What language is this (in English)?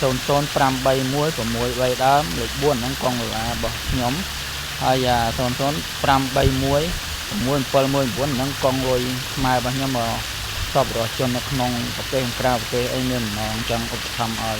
Khmer